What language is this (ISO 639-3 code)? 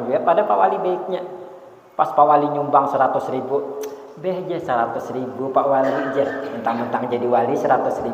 bjn